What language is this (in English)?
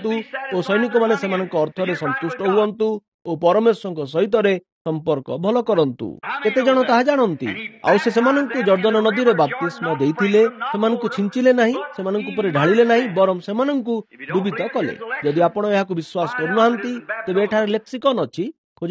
Odia